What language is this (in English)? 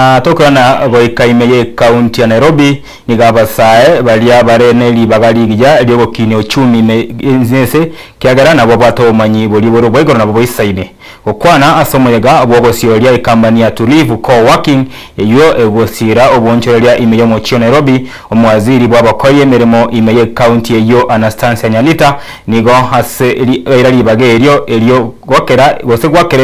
Gusii